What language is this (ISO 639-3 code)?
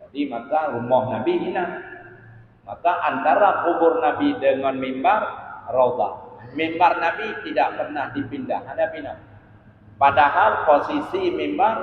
ace